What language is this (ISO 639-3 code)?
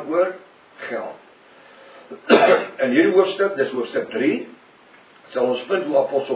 afr